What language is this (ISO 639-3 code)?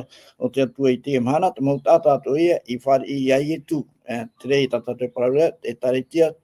tah